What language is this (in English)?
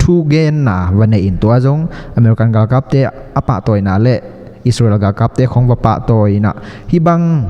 Tedim Chin